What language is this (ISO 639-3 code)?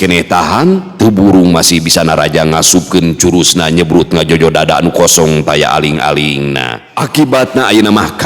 sun